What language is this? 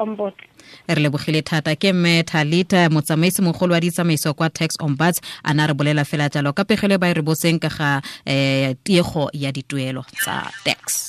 Tswana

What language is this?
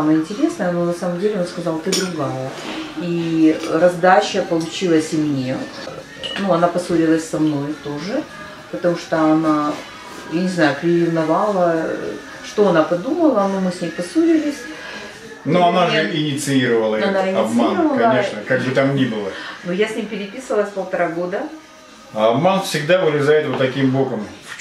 Russian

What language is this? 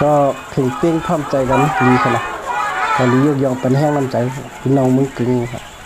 Shan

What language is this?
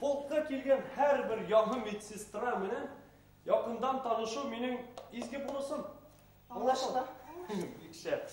Bashkir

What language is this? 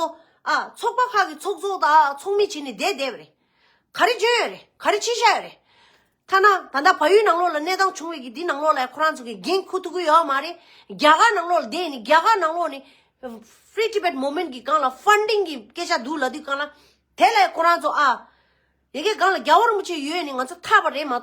Tibetan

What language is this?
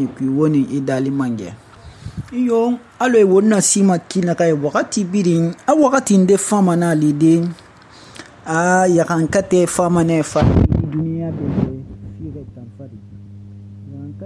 Susu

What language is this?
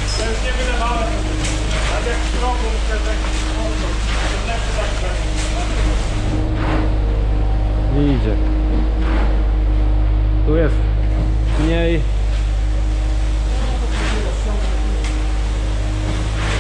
Polish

